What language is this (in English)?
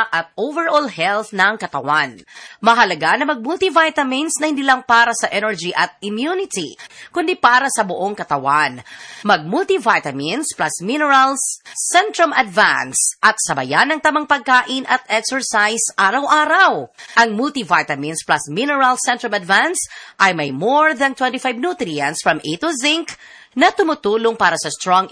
Filipino